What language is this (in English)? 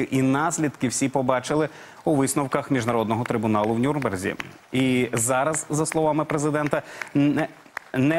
Ukrainian